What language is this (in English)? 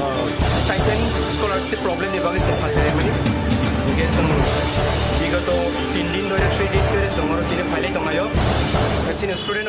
Kok Borok